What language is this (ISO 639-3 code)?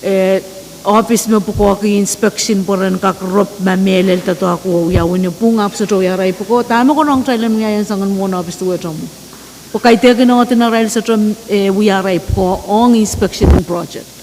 pon